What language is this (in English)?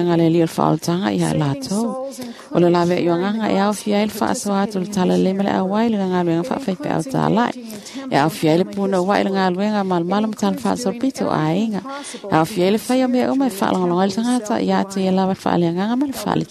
Samoan